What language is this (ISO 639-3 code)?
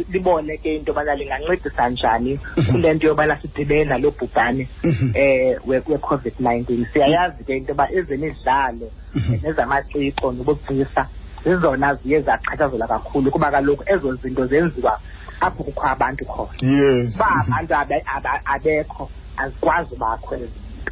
xho